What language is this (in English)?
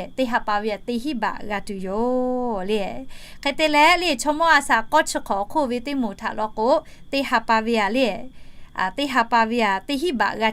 Lahu